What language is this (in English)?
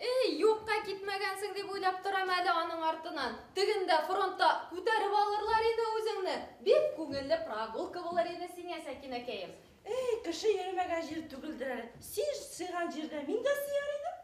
Bashkir